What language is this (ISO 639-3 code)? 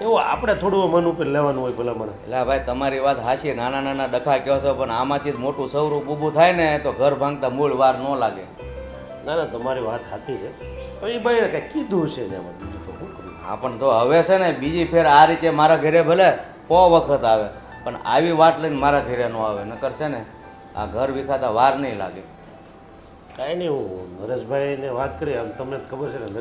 guj